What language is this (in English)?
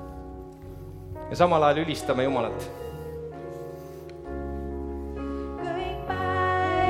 Estonian